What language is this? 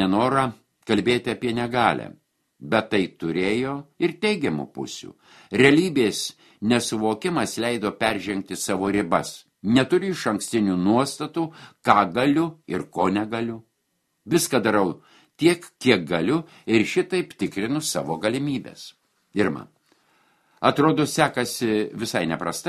Lithuanian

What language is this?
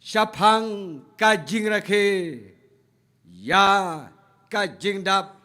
Khasi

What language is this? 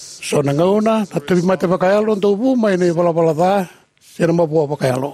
Fijian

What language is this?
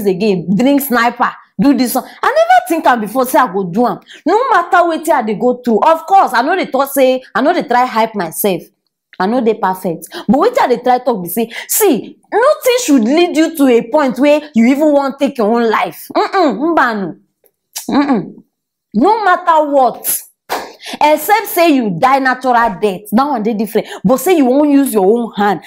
Nigerian Pidgin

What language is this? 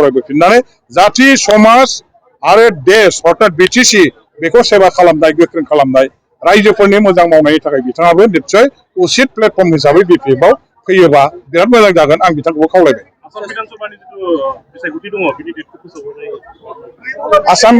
Bodo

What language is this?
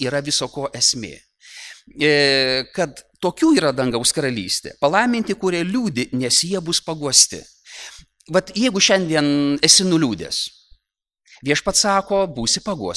Lithuanian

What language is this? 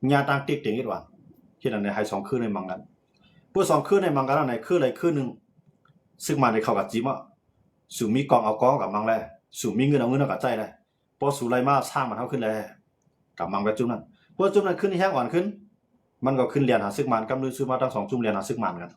Shan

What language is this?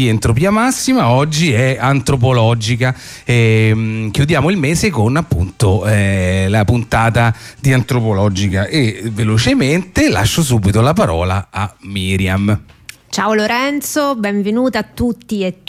Italian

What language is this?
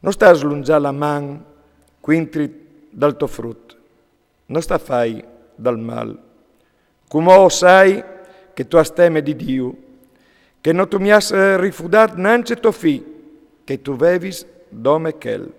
Friulian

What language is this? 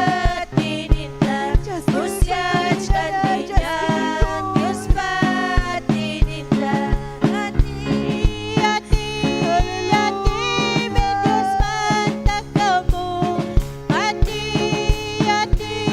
Ayacucho Quechua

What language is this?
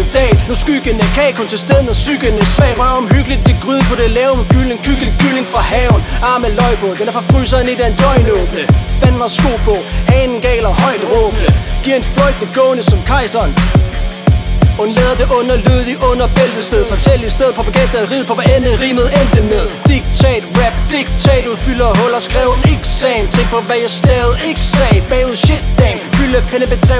Danish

